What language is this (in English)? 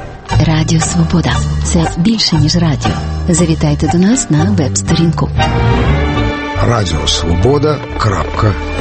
Ukrainian